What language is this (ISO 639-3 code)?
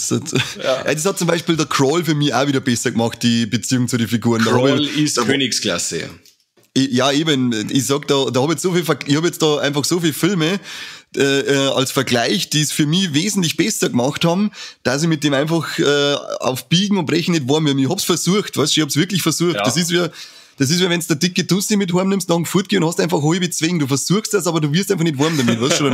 bar